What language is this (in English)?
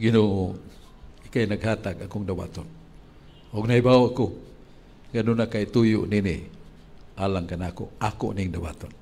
Cebuano